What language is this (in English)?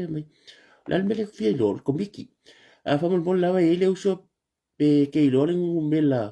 Samoan